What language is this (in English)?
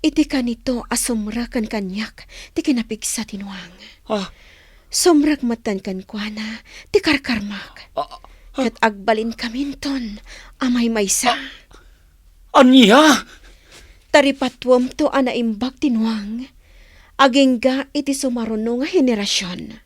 Iloko